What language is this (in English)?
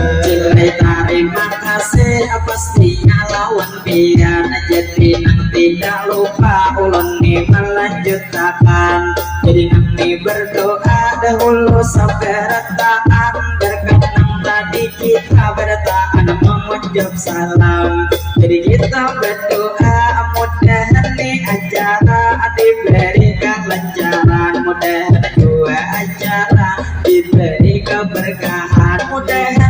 Banjar